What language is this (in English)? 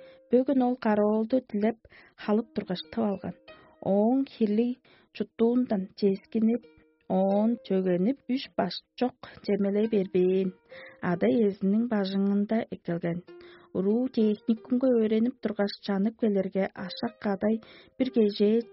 Tuvinian